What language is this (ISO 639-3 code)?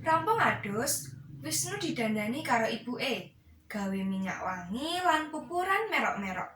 jav